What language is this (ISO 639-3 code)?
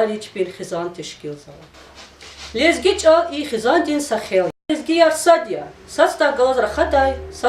lez